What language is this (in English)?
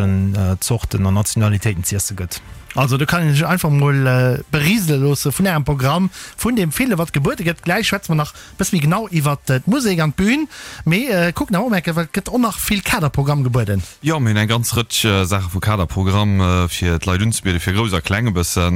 Luxembourgish